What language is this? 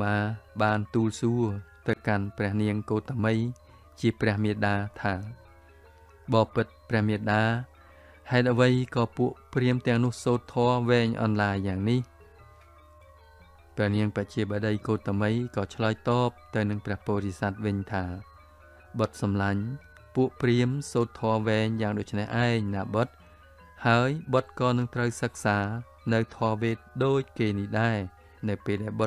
Khmer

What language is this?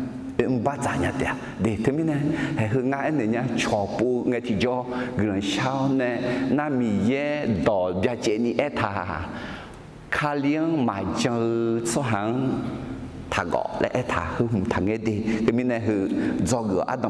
Akha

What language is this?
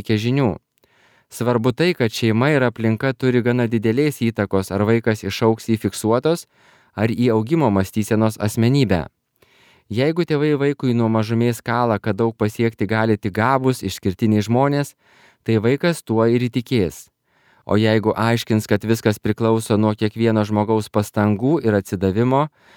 Lithuanian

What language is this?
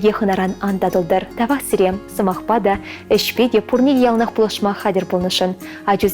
Chuvash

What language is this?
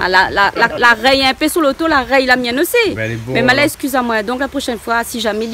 Réunion Creole French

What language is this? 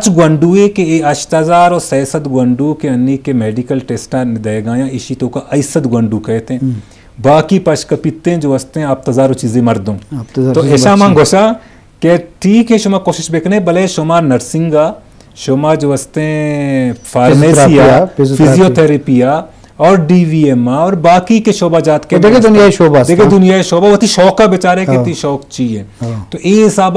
Eastern Balochi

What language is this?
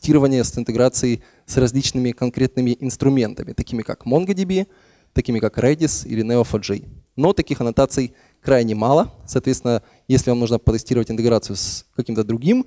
Russian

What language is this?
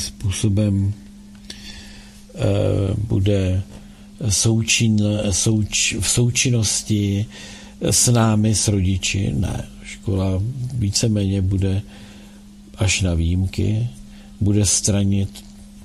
Czech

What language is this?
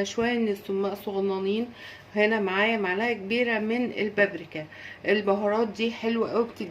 Egyptian Arabic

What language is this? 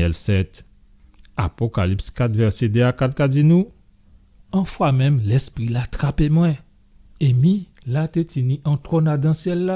Guadeloupean Creole French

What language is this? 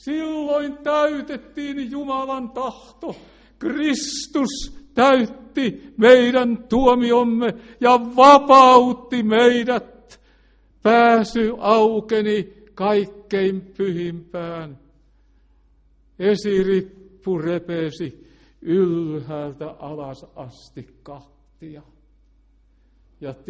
Finnish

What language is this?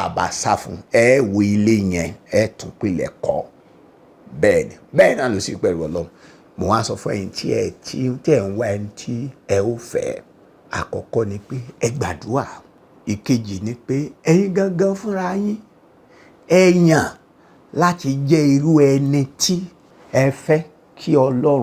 Yoruba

